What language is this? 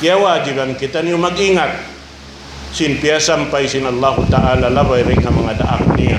Tausug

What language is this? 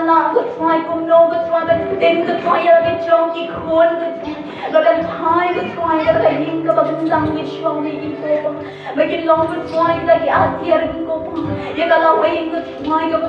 Khasi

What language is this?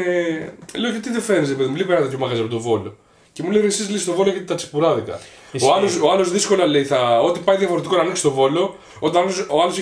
Greek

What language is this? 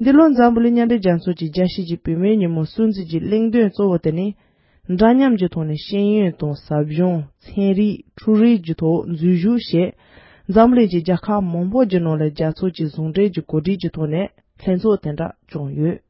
Tibetan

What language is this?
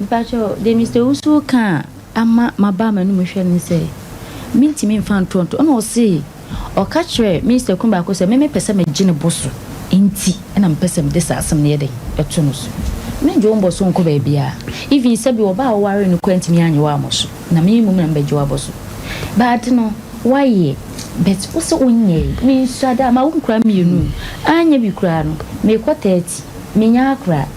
Akan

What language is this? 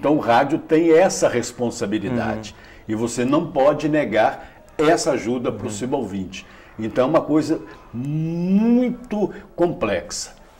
Portuguese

